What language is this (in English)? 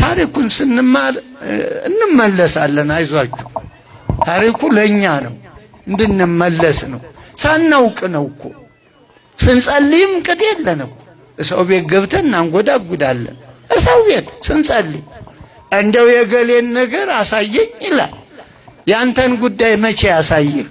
Amharic